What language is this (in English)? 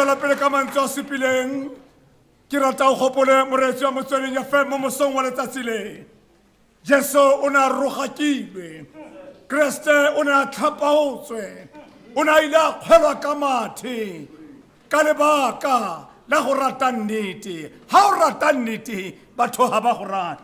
Tswana